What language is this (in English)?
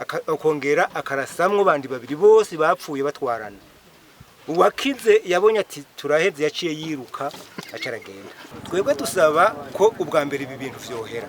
Rundi